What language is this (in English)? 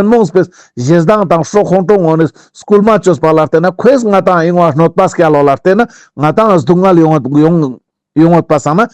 Ladakhi